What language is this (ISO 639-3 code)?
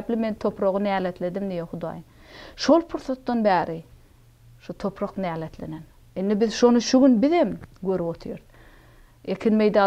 tuk